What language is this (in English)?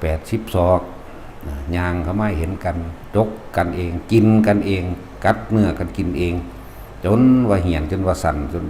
Northeastern Thai